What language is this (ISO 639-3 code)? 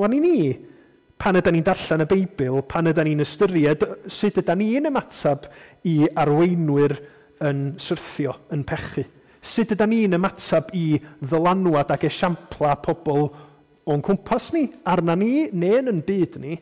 cym